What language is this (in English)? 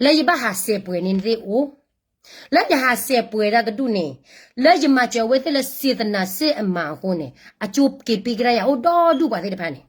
S'gaw Karen